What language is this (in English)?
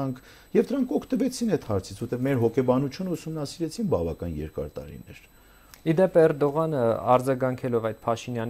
Armenian